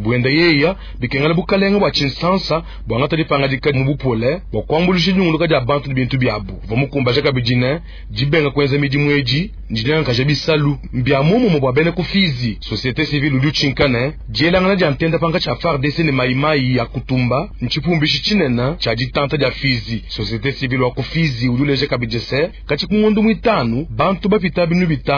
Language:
Luba-Lulua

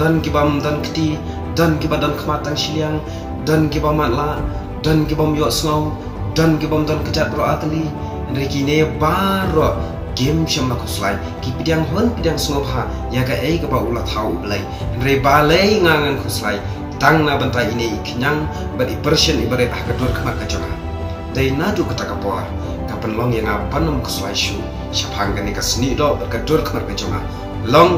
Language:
Khasi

